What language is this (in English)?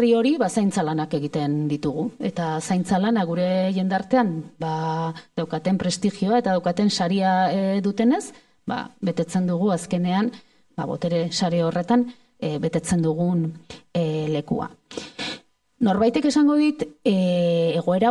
Basque